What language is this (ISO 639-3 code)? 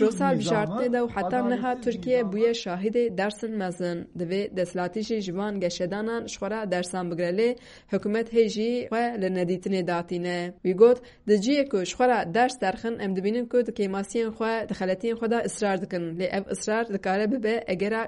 kur